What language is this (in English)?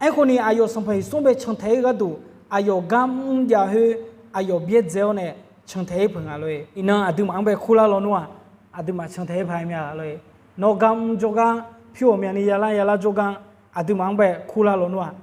Akha